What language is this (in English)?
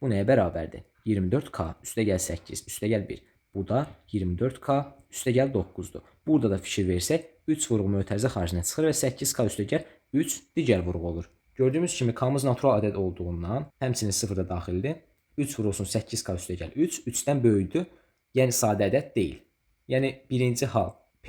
Azerbaijani